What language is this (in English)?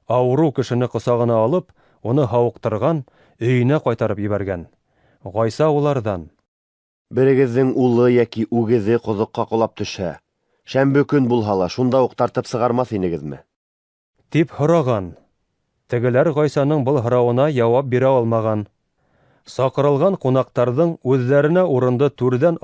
Bashkir